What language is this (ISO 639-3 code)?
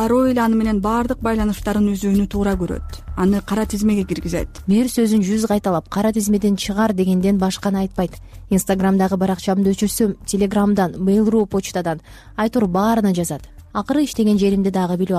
kir